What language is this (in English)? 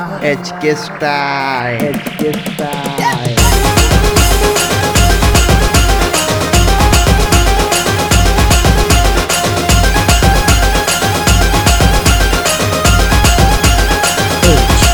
Marathi